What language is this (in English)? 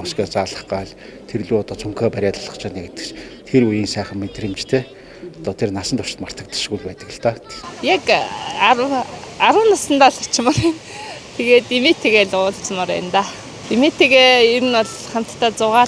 Mongolian